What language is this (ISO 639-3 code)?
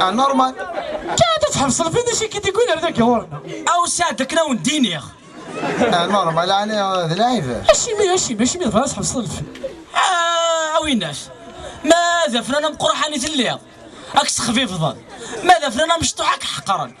kab